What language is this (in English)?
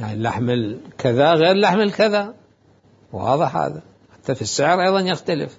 Mesopotamian Arabic